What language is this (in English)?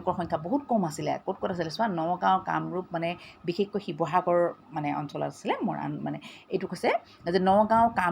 Assamese